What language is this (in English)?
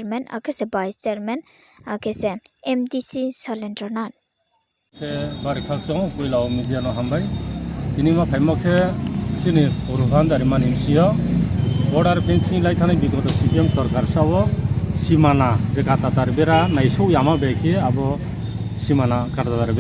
Riang (India)